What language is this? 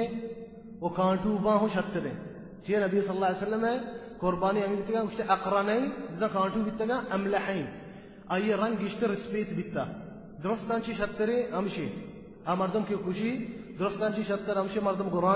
Baluchi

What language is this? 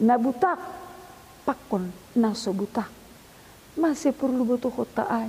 Batak Simalungun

